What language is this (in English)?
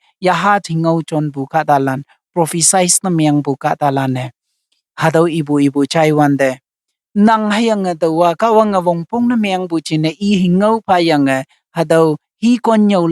Konyak Naga